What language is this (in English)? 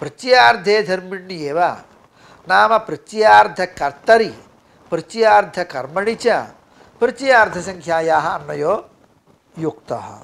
Sanskrit